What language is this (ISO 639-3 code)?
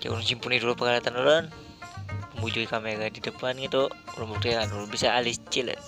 bjn